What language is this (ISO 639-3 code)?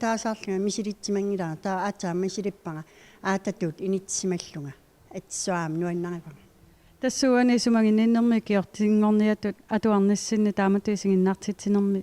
kal